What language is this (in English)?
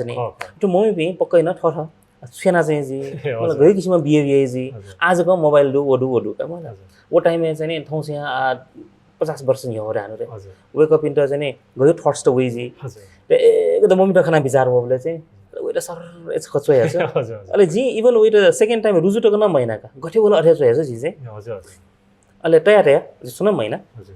Newari